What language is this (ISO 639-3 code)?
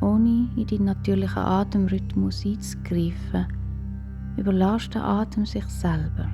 gsw